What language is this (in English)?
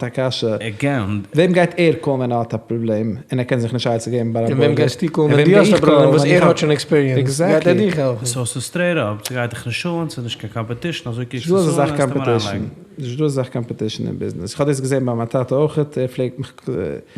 Yiddish